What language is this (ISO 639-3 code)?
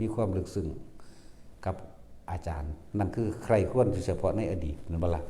tts